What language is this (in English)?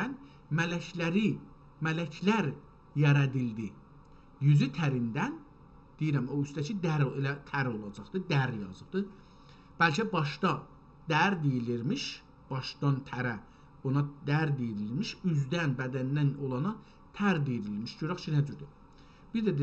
South Azerbaijani